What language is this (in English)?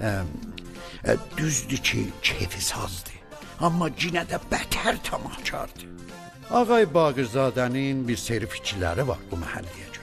South Azerbaijani